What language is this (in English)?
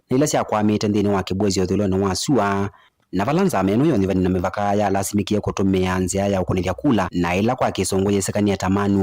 Kamba